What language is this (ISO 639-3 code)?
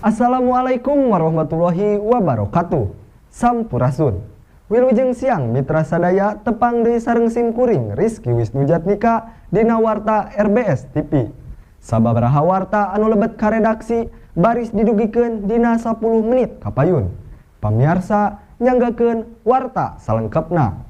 sun